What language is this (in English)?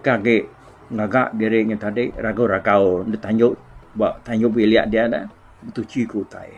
Iban